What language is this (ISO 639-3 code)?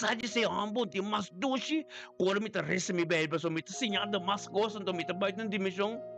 pap